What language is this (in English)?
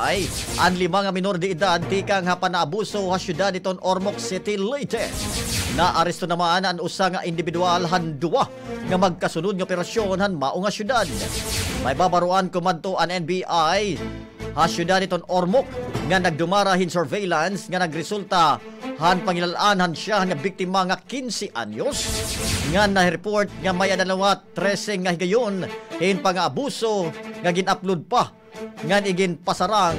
Waray